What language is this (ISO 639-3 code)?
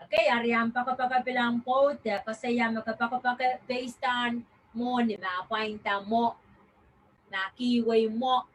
pon